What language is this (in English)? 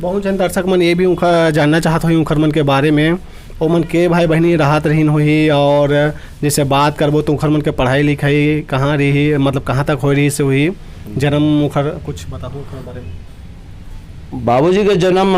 Chhattisgarhi